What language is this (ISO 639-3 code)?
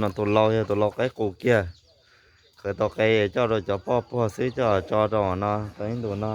hmn